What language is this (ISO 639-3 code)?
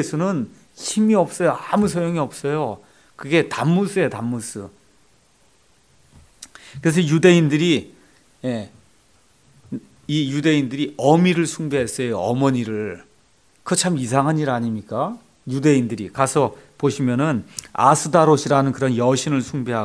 kor